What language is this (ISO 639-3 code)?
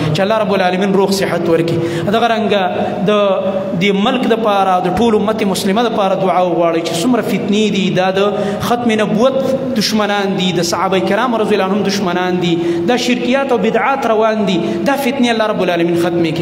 pus